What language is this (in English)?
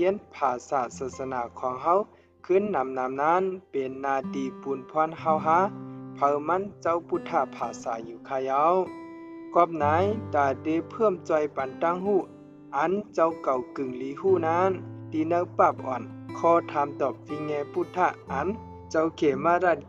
Shan